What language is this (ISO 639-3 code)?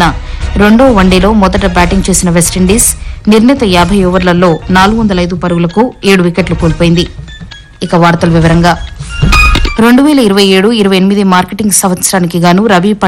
tel